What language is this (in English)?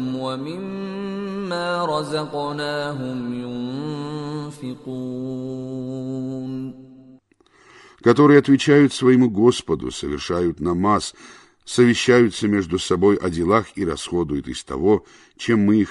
Russian